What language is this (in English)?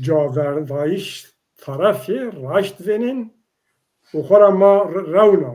Zaza